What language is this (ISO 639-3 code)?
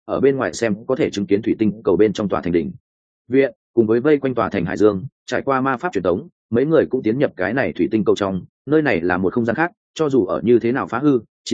vie